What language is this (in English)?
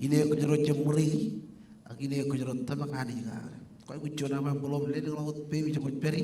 Marshallese